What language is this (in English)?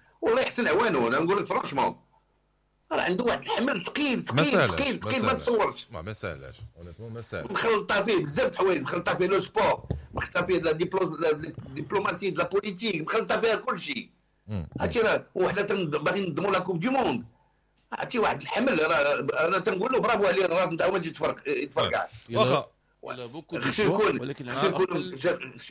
Moroccan Arabic